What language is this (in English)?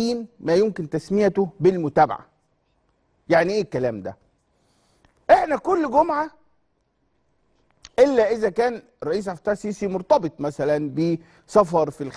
Egyptian Arabic